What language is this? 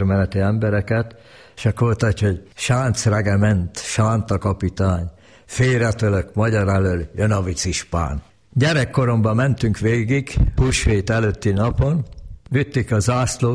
Hungarian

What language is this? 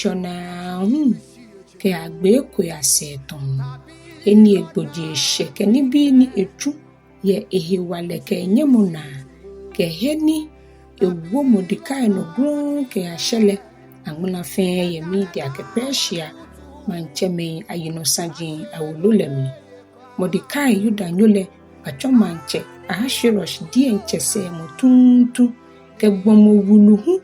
Ga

